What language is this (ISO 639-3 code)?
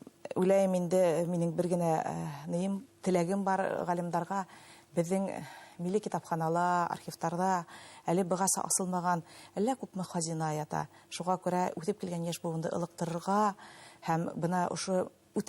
bak